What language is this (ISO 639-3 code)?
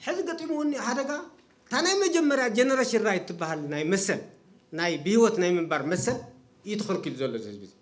tir